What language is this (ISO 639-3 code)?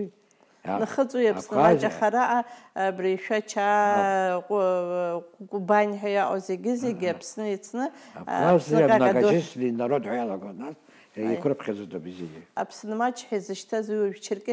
abk